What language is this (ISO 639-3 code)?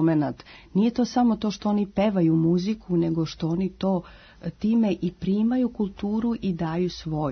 srp